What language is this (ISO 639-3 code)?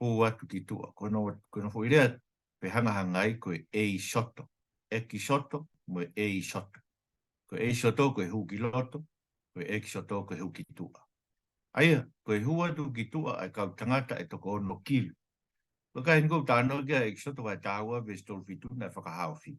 ton